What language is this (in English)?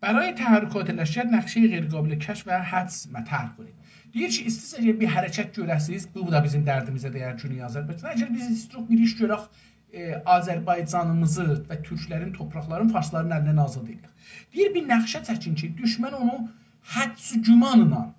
South Azerbaijani